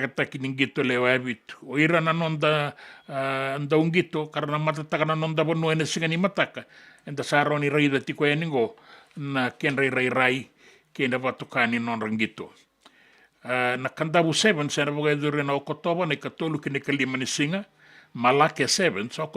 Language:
Fijian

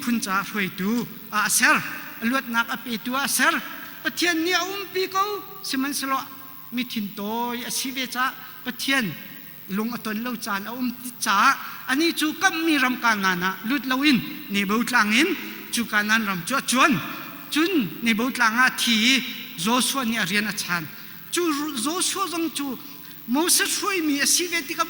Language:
Hakha Chin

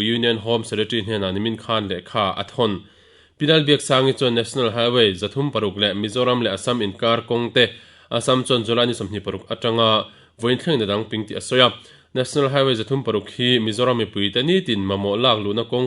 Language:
Mizo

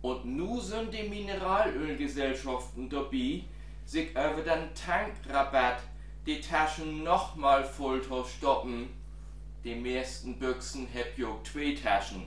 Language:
Low German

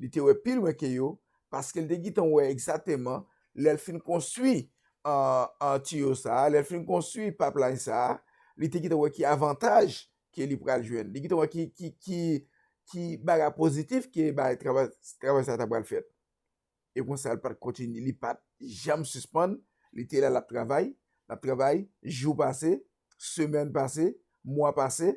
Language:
Haitian Creole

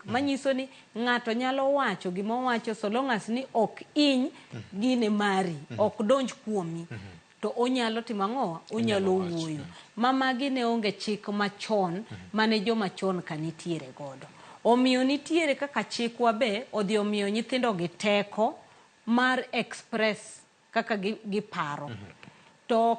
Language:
Luo (Kenya and Tanzania)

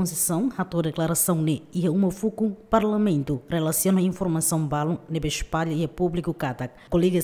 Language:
Tetum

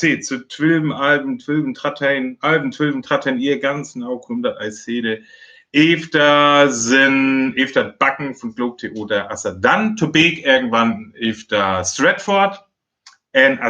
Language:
Northern Frisian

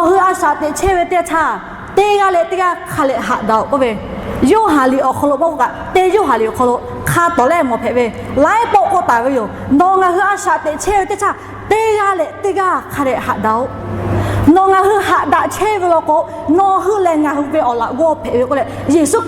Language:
Lahu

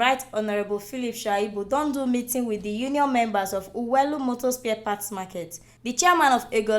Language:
Nigerian Pidgin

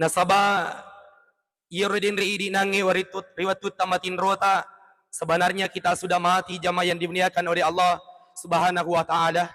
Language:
Buginese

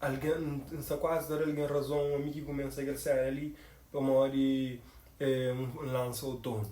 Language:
Kabuverdianu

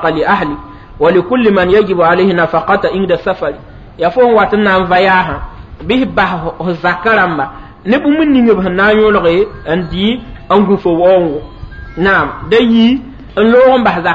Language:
Mossi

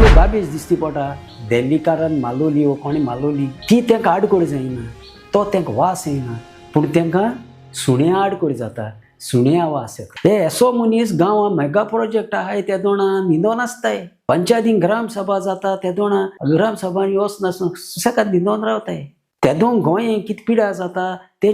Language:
Konkani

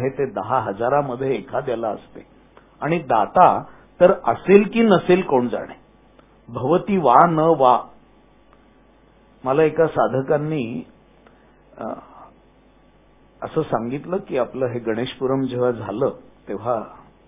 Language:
Marathi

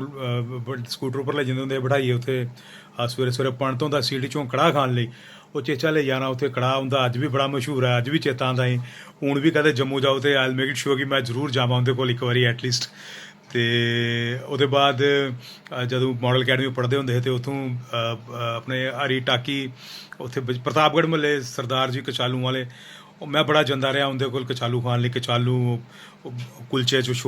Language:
Dogri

